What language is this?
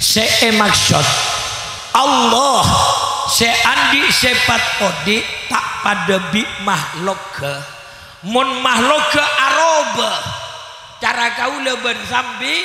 Madurese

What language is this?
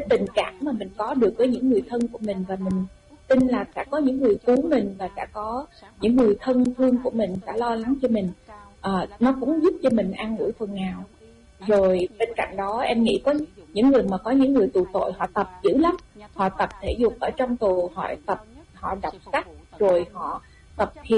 Vietnamese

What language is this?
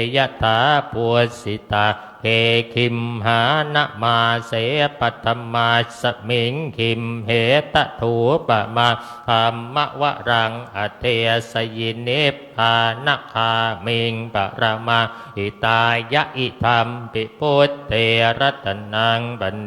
Pali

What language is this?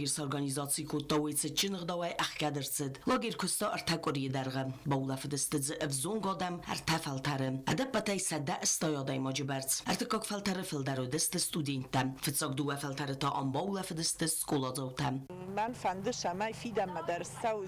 Ossetic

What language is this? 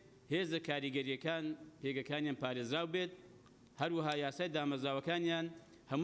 Central Kurdish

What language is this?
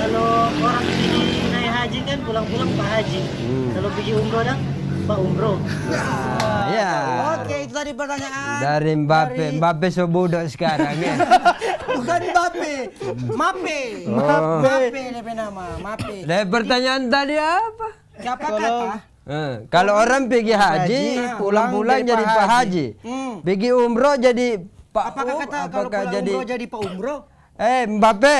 Manado Malay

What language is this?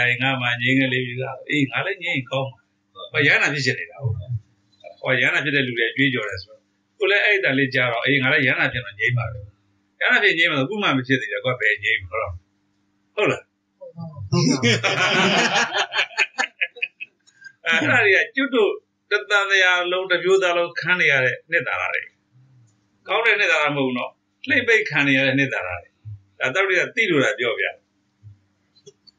Burmese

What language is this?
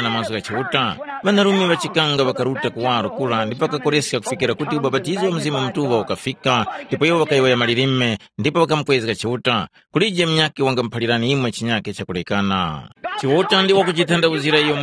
Tumbuka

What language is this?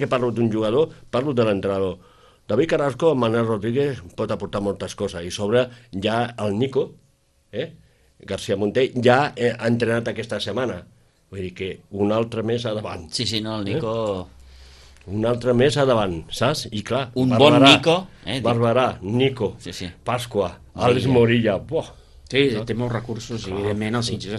Catalan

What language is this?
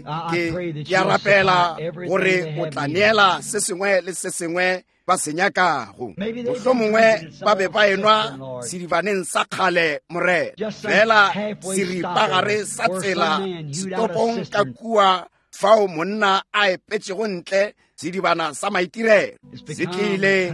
Northern Sotho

